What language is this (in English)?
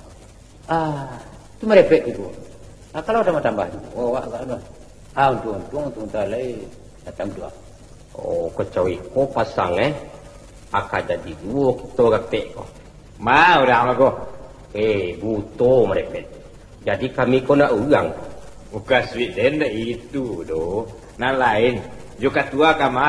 Minangkabau